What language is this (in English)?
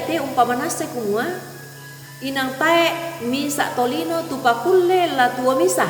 Toraja-Sa'dan